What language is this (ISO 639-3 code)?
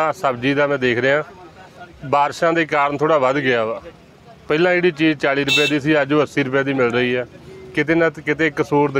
pan